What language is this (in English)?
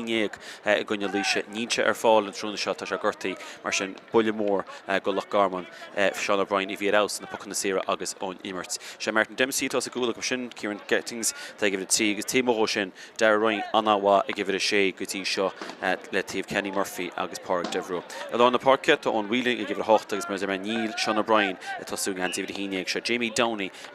Irish